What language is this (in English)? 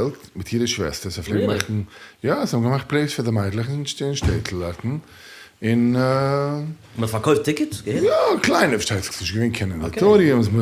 Yiddish